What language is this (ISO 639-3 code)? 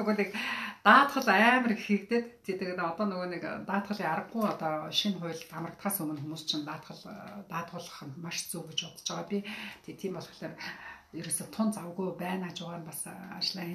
mon